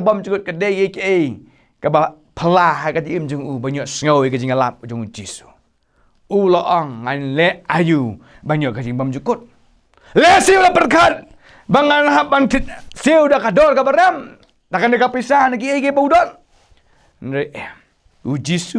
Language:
Khasi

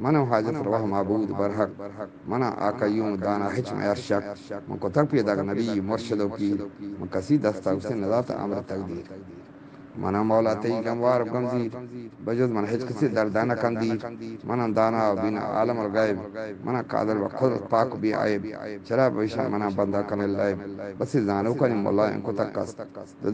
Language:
Eastern Balochi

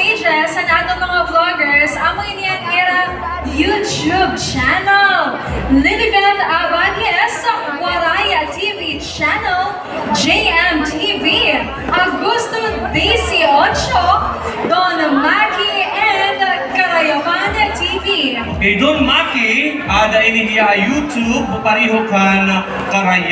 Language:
Waray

